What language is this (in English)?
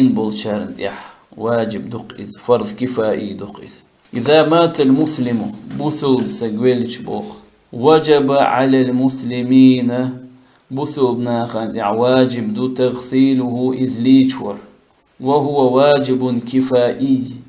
Chechen